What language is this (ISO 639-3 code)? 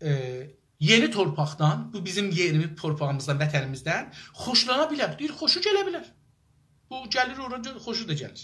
azb